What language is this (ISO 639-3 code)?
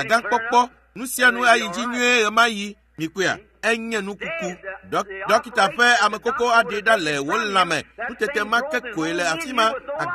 ewe